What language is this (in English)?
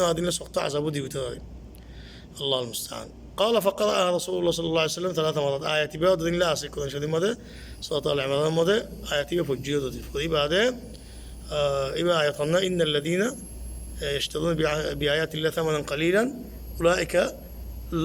Rohingya